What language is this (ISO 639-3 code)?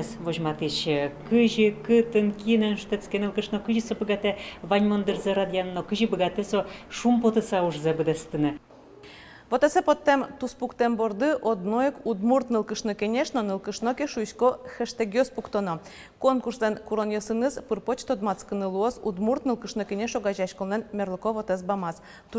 udm